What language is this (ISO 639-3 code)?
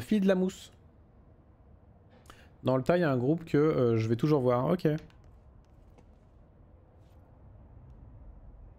fra